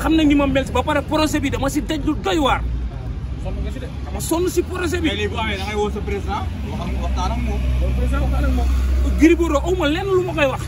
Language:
Wolof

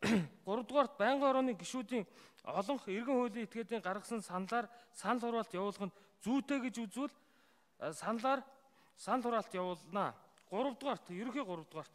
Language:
Mongolian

